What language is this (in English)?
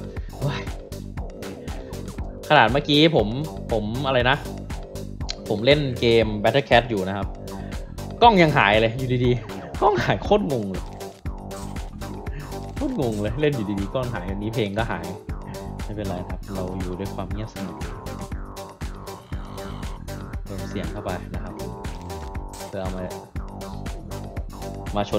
Thai